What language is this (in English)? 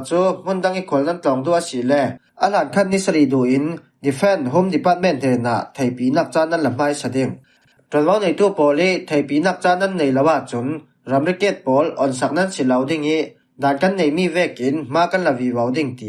Falam Chin